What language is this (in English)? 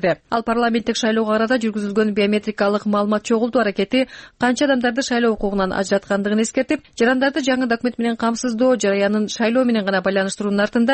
Kyrgyz